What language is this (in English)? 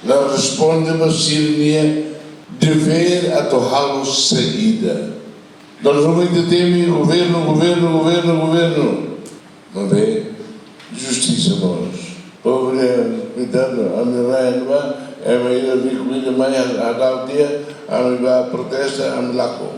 Tetum